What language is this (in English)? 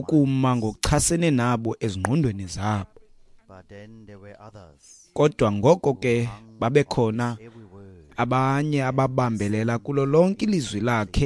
Xhosa